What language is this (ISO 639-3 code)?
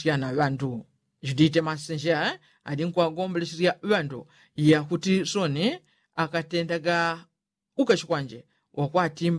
yao